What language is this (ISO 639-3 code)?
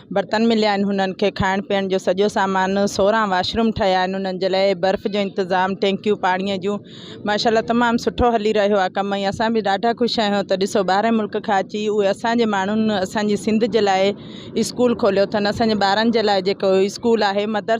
snd